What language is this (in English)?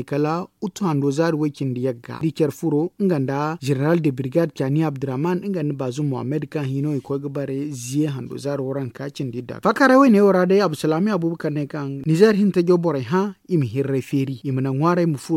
Zarma